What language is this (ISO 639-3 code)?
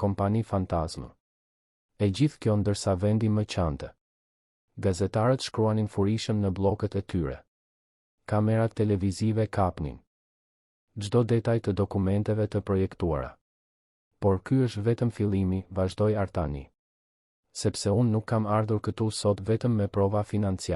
sqi